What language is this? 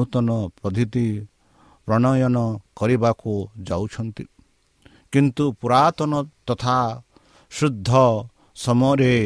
Odia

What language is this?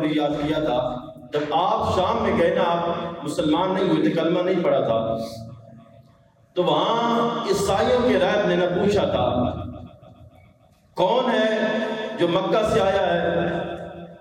Urdu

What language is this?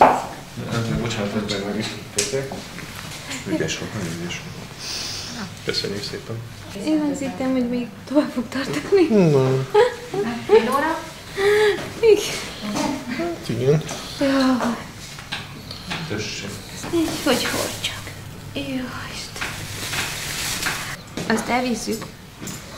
Hungarian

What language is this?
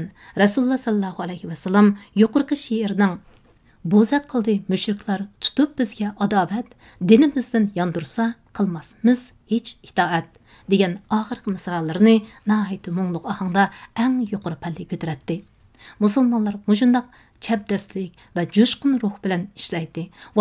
Uyghur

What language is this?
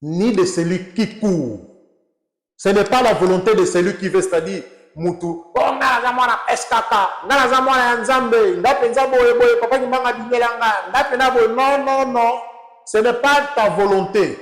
Lingala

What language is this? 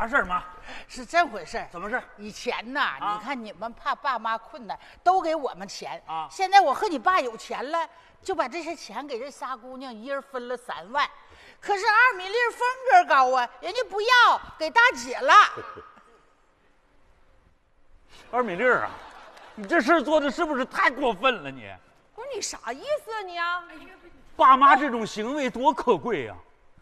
Chinese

